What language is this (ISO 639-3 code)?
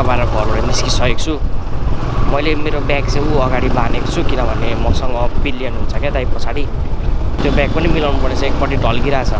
nep